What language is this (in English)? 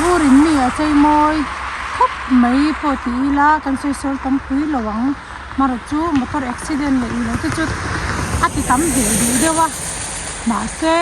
Mizo